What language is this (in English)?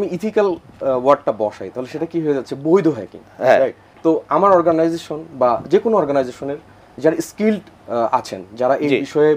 Bangla